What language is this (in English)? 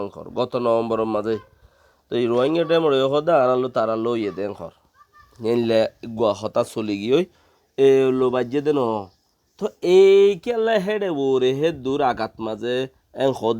Rohingya